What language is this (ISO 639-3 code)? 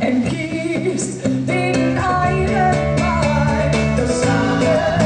fry